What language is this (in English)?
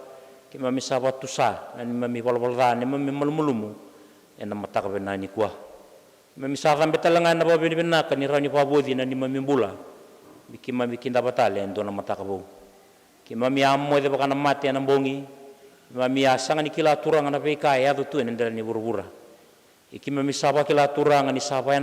Fijian